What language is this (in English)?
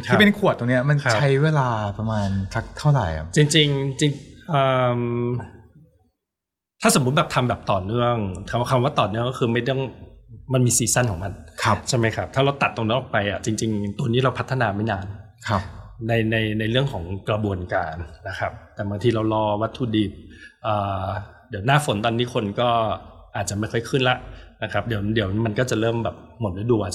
Thai